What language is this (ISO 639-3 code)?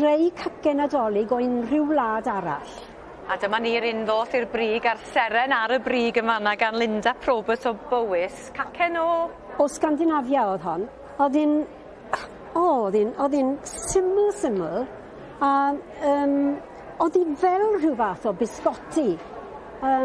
cym